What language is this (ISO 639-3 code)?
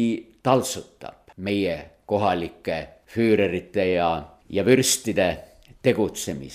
est